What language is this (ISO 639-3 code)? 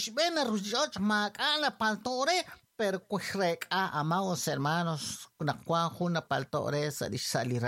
kek